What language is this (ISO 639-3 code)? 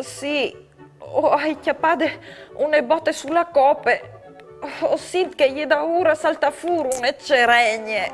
fur